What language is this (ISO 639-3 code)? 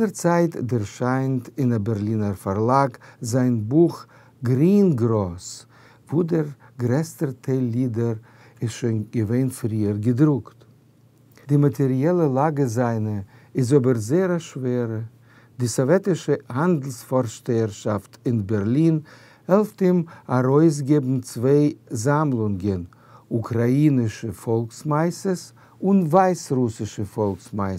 yid